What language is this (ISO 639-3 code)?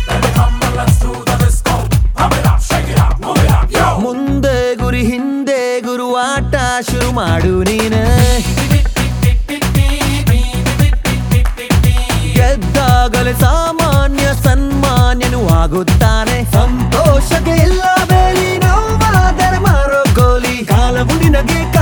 kan